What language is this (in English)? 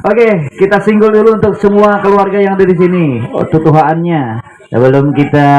Banjar